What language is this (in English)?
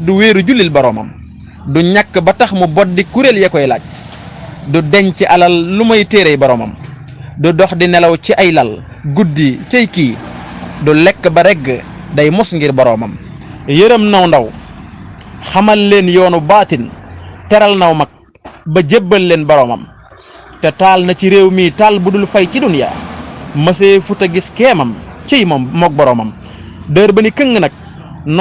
Wolof